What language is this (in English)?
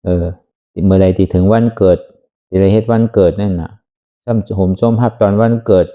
Shan